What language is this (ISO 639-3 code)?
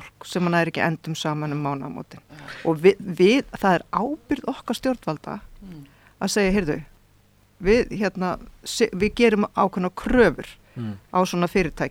isl